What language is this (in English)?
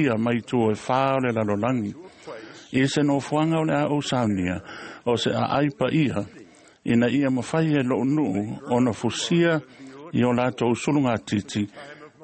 Samoan